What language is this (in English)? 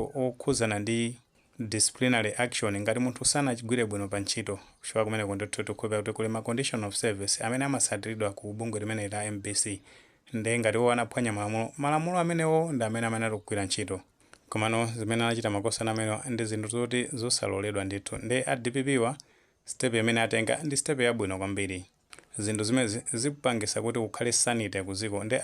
Nyanja